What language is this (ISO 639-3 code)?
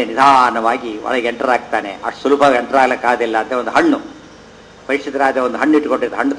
kan